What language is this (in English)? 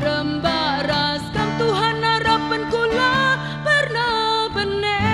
Batak Karo